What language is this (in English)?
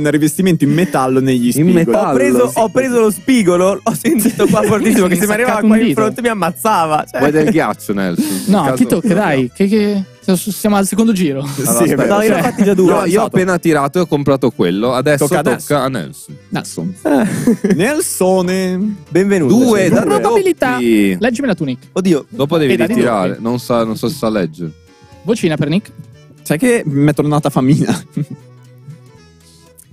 Italian